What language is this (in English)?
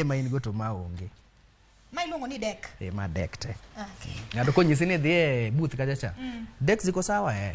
Luo (Kenya and Tanzania)